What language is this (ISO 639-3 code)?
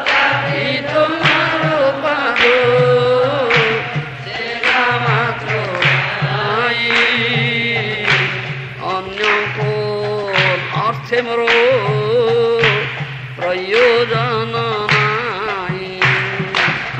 ori